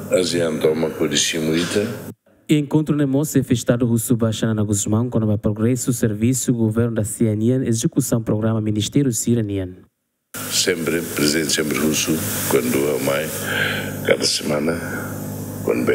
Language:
Tetum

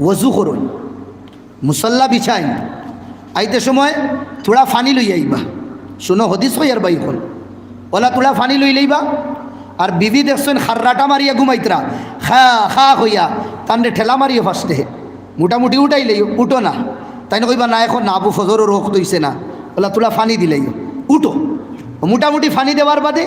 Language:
Sylheti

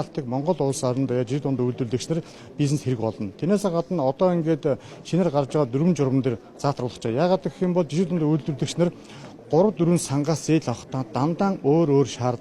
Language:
Mongolian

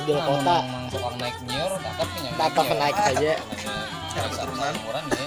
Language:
Banjar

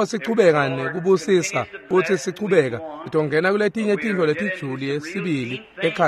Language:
Swati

